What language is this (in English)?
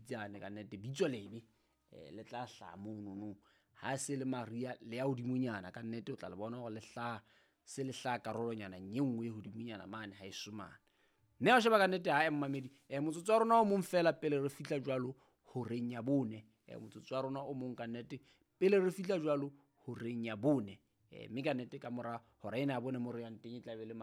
Southern Sotho